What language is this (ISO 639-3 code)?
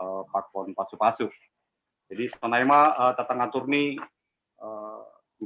bts